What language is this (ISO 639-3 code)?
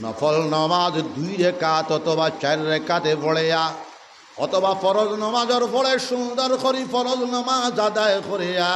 syl